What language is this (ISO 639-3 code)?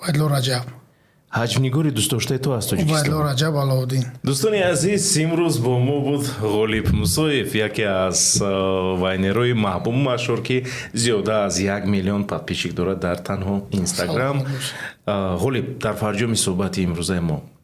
tgk